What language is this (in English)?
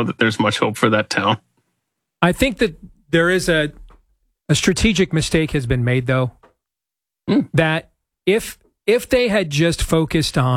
English